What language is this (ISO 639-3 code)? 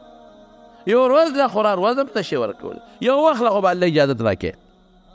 pus